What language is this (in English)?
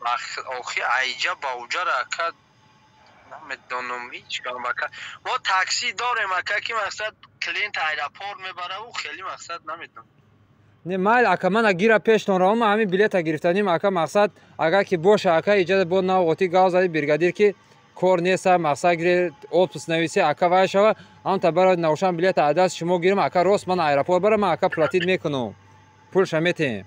Tajik